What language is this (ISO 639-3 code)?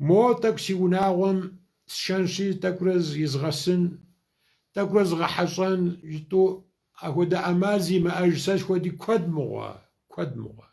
kbd